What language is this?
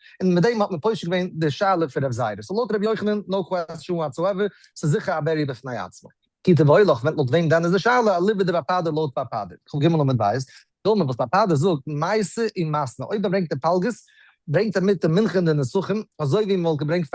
Yiddish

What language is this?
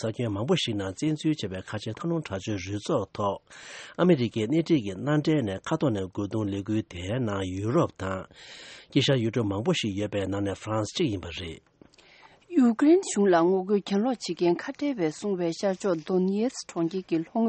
Tibetan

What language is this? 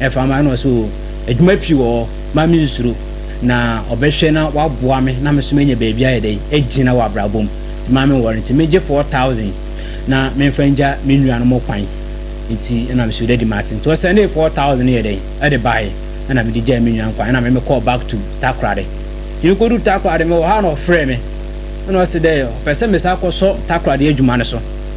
Akan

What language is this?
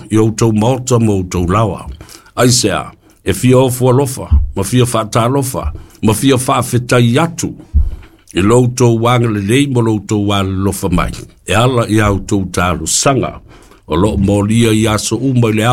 Samoan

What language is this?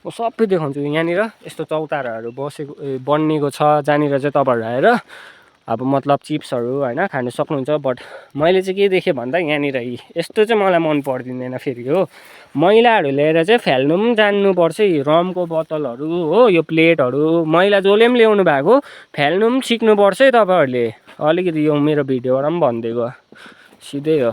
Nepali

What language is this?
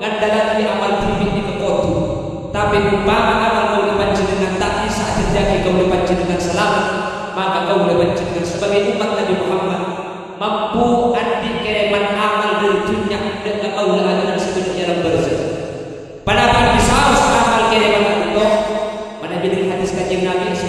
Madurese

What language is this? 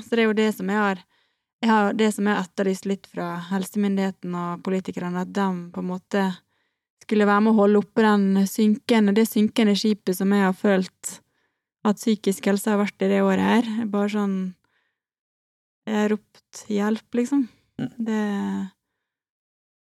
Norwegian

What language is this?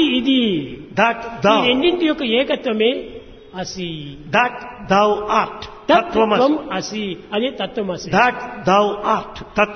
Telugu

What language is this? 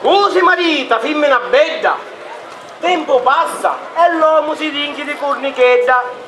Sicilian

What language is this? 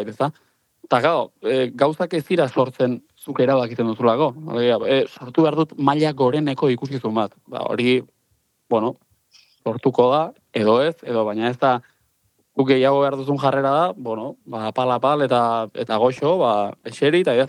Basque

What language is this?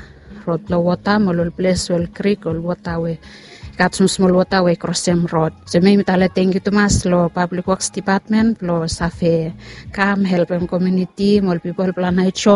Bislama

